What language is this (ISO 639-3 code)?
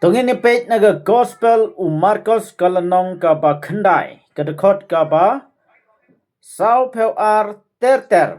kha